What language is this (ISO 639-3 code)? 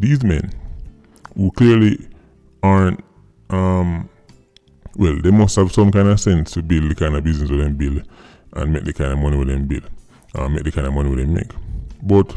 jam